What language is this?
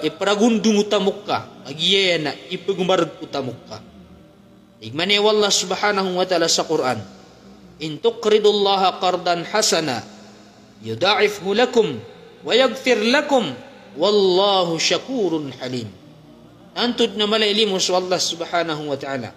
Maranao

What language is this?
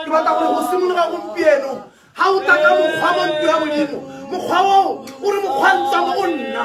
Tswana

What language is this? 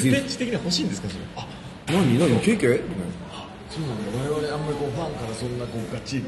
Japanese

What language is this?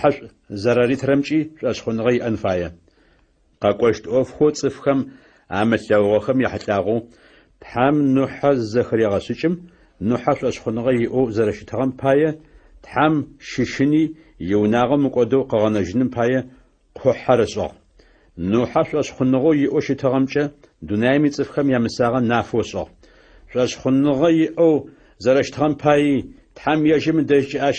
Adyghe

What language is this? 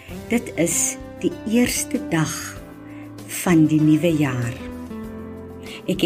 Afrikaans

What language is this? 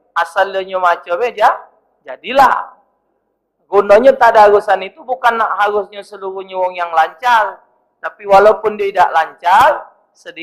Musi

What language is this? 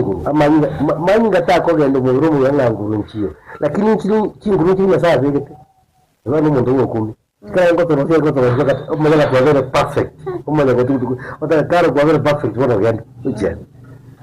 Gusii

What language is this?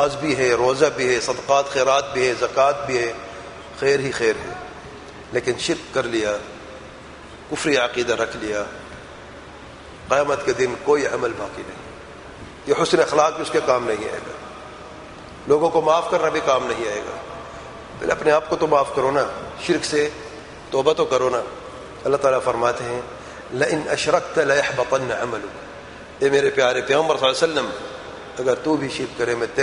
Urdu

